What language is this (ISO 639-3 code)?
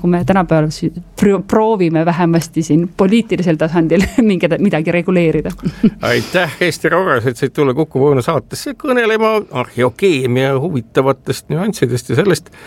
est